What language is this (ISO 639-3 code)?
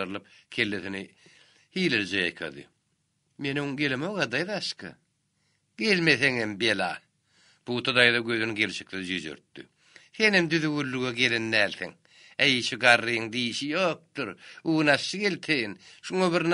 tuk